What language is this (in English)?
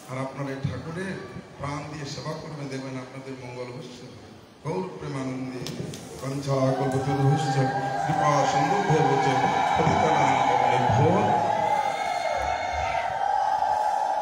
Bangla